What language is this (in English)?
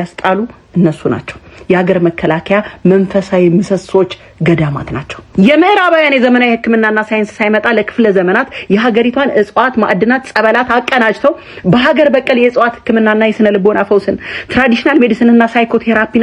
Amharic